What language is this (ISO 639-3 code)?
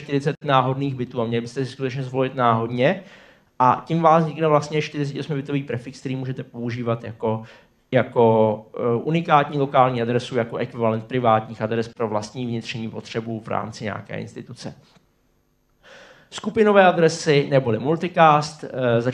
ces